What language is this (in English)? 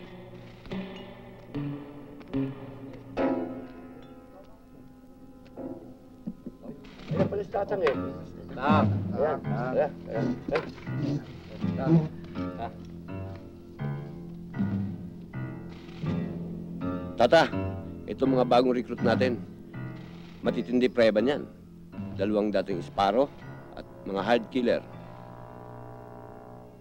Filipino